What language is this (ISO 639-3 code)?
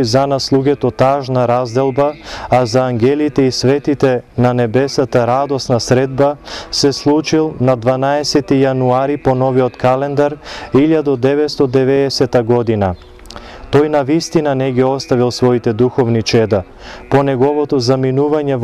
mkd